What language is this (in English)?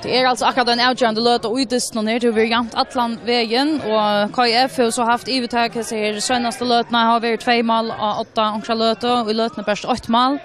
Faroese